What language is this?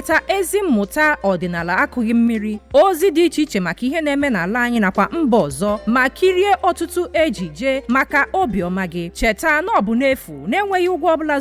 Igbo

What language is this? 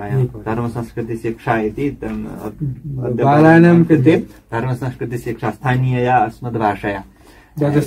Sanskrit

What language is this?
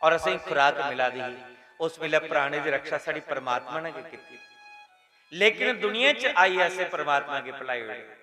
Dogri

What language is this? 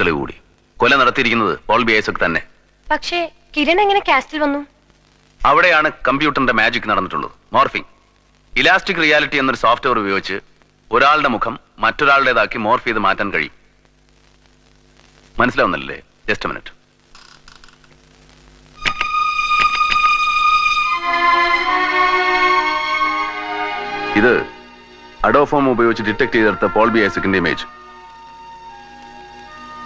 Malayalam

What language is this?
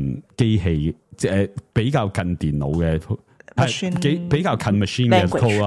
Cantonese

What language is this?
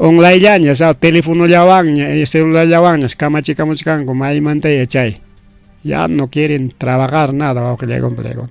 Ayacucho Quechua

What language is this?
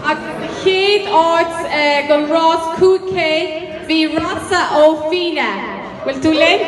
Irish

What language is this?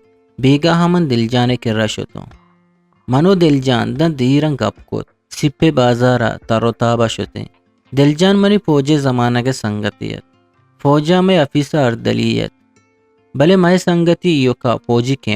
Eastern Balochi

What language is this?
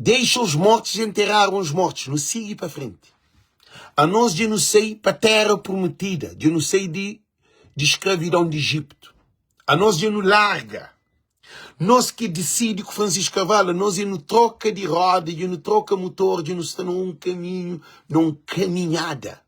Kabuverdianu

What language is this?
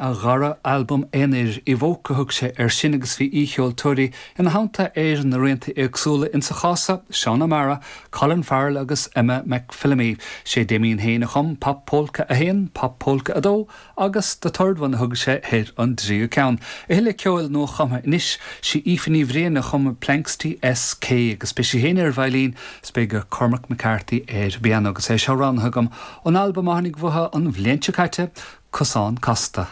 Irish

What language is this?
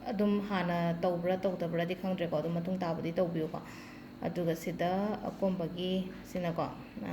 Manipuri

